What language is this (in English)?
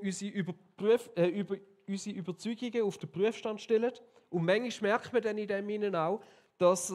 Swiss German